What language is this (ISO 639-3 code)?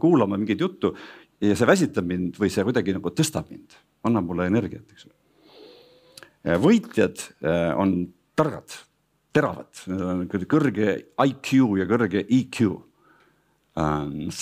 est